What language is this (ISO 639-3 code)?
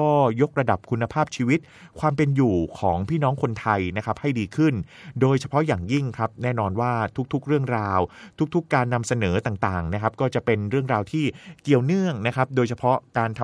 tha